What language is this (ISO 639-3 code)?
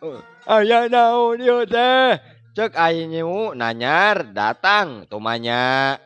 sun